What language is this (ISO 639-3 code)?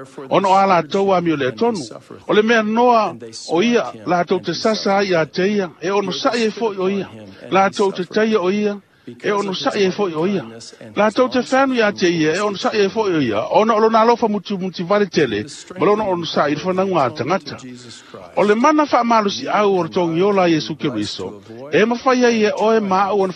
smo